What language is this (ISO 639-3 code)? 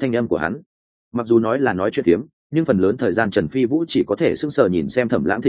vie